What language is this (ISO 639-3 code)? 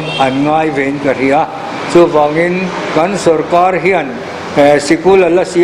lus